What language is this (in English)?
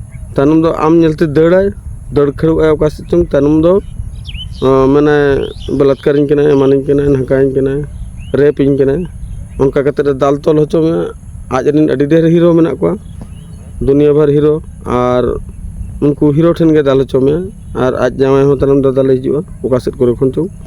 Santali